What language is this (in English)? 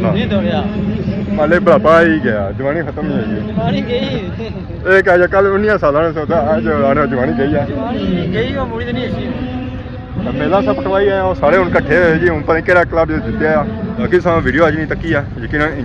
Pahari-Potwari